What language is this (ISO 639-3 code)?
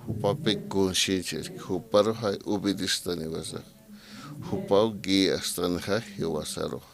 aym